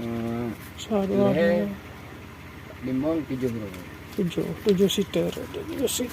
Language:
Achinese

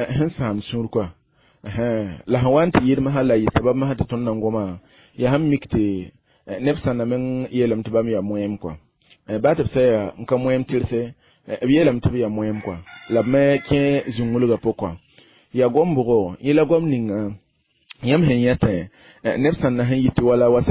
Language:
Mossi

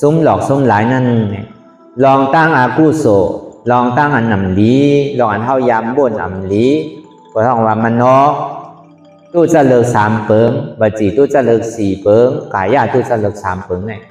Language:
Shan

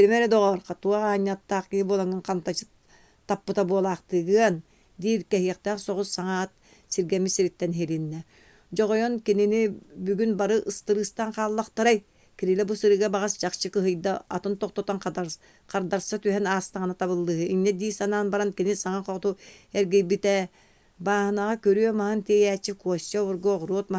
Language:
Yakut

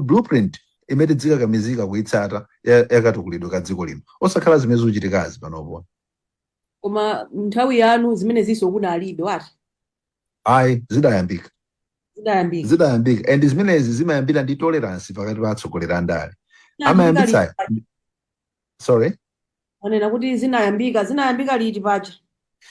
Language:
Nyanja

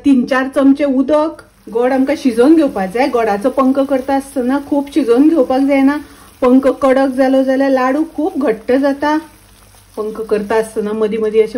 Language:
Konkani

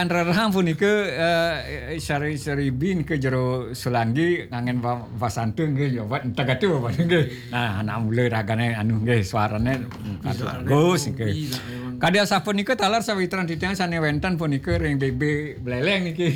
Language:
Balinese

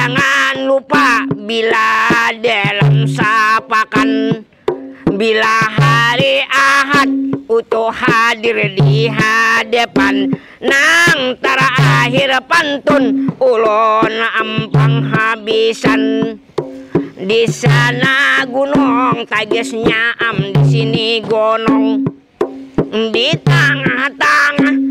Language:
Banjar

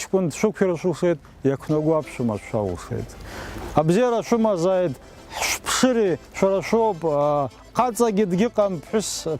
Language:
Abkhazian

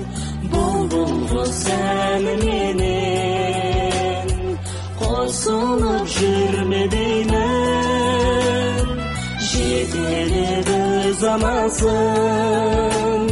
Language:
Kazakh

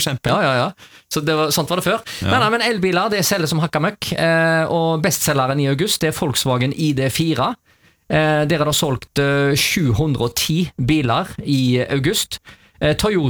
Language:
Norwegian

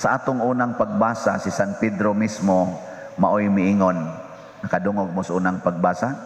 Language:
Cebuano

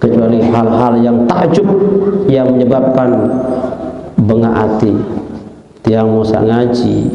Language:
Sasak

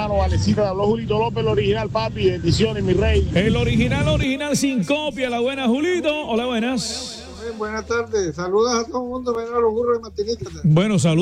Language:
Spanish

